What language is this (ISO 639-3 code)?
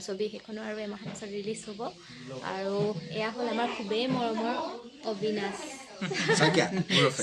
asm